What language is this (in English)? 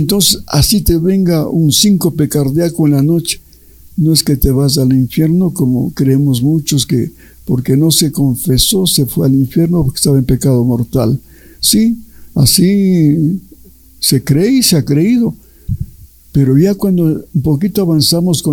Spanish